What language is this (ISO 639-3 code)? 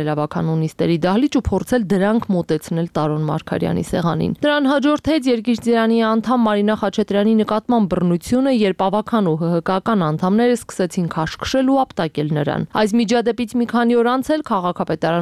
hye